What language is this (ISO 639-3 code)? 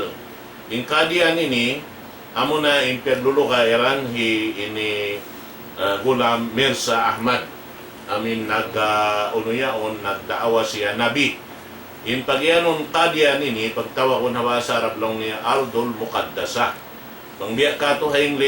tsg